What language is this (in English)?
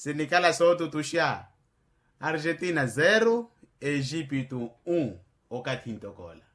Makhuwa